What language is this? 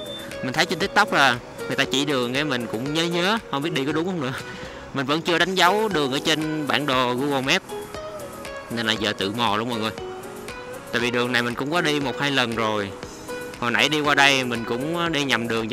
Vietnamese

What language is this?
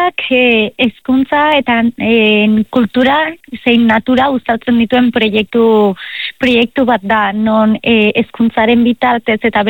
Basque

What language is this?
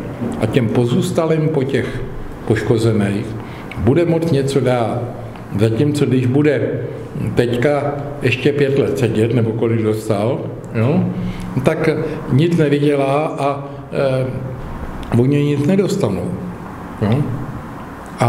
Czech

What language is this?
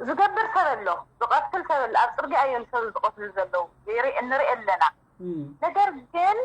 Tigrinya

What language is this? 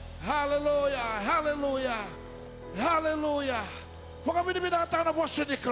Fijian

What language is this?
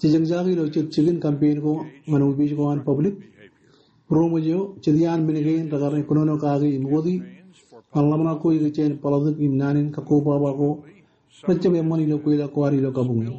Marshallese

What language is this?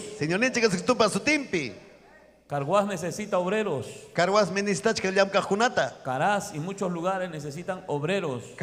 Ayacucho Quechua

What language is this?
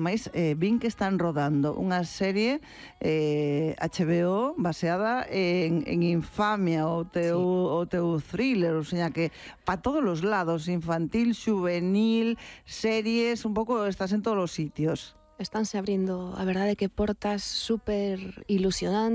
Galician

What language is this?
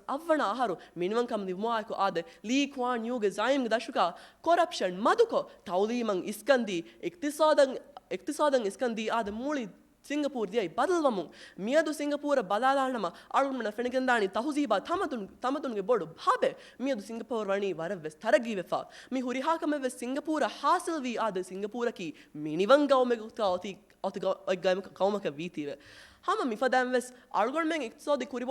Divehi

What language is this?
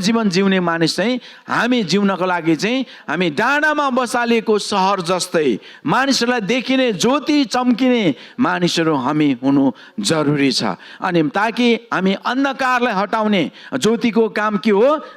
Nepali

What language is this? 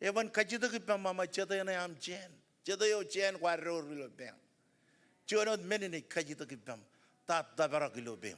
Marshallese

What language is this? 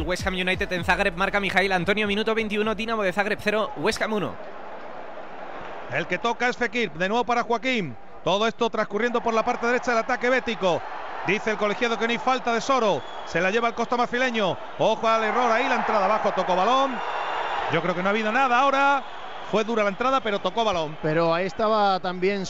Spanish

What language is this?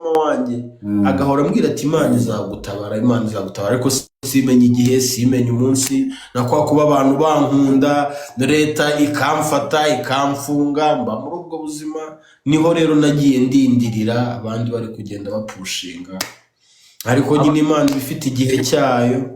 Kinyarwanda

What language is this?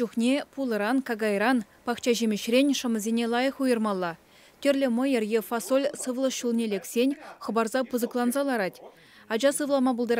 Chuvash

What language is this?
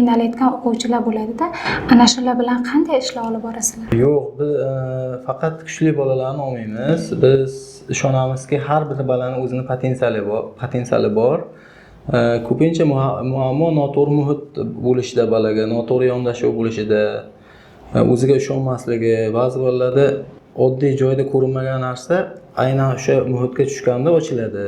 Uzbek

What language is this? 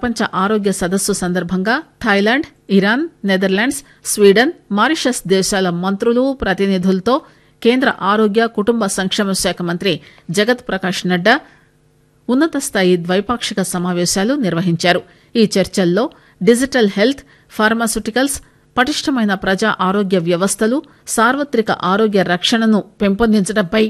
Telugu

